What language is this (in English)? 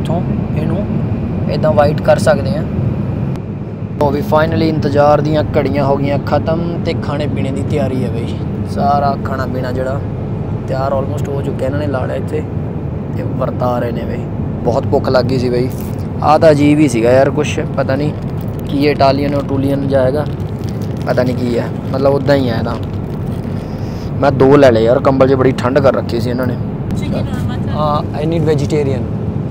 Punjabi